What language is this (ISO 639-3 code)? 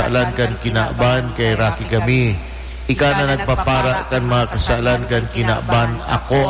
bik